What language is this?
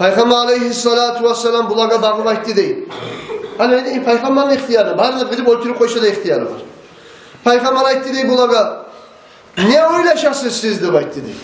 Kumyk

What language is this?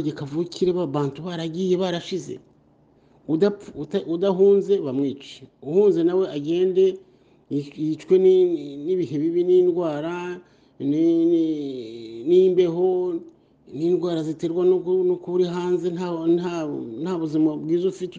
Kinyarwanda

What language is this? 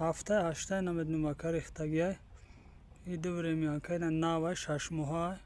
Tajik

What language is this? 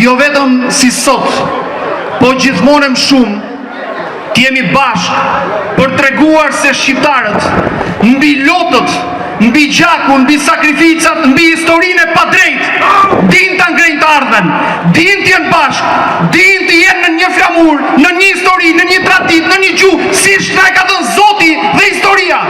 Albanian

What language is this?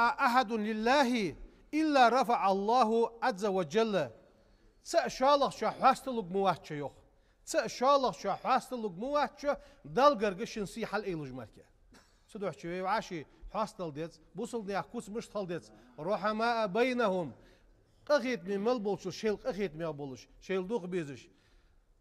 Ingush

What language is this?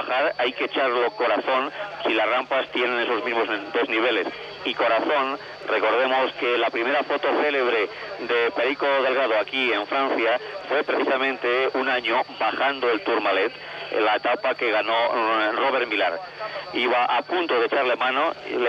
Spanish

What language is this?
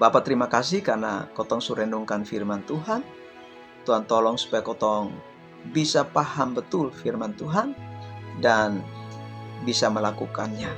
Kupang Malay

